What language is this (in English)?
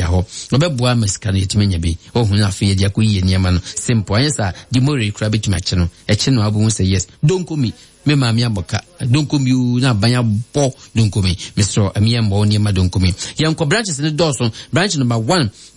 Akan